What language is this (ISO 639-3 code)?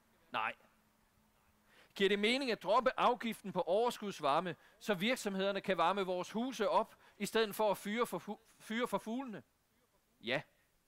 dan